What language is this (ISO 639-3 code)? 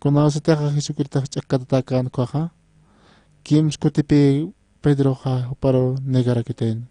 aym